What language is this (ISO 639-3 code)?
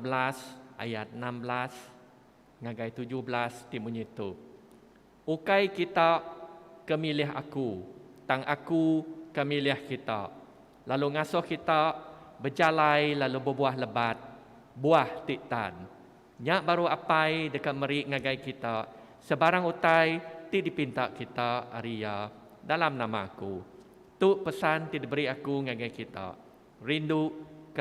iba